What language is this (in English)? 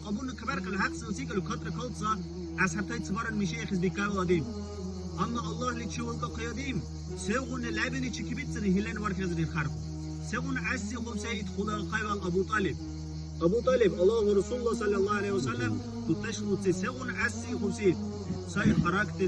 Dargwa